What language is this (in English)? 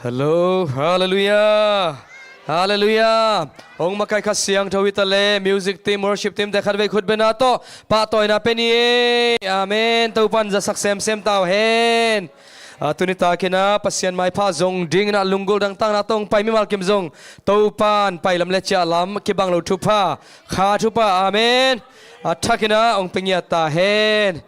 Tedim Chin